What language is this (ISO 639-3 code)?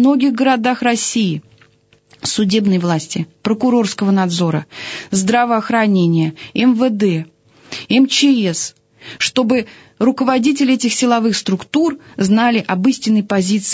rus